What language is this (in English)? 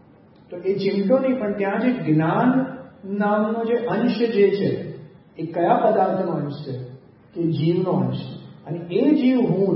Gujarati